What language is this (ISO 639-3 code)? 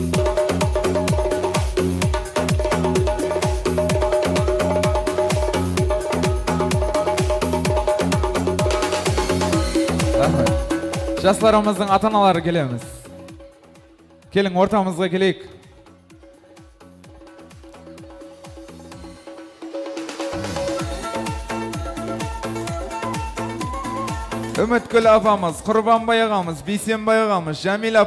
kaz